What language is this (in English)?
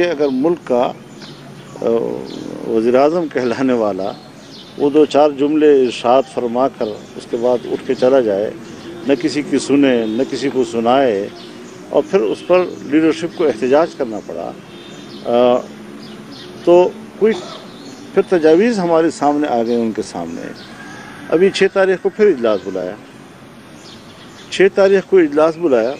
Urdu